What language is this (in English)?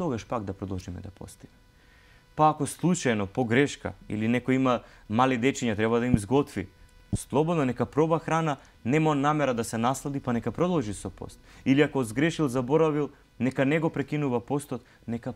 Macedonian